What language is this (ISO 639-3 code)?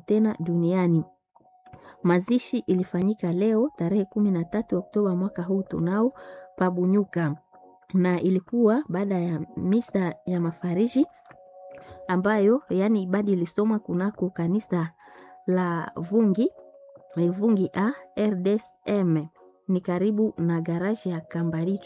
swa